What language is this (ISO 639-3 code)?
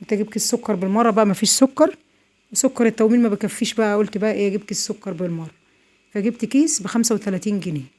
arz